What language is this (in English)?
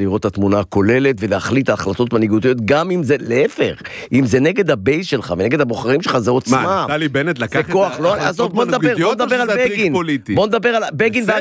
Hebrew